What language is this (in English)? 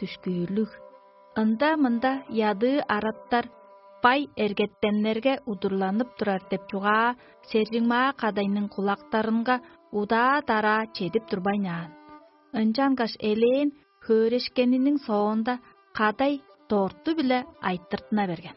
Tuvinian